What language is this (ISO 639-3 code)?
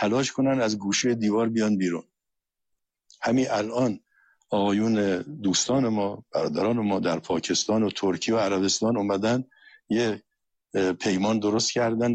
fas